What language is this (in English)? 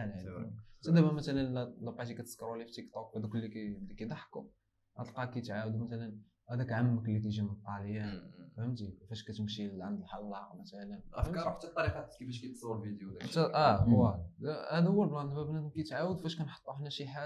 Moroccan Arabic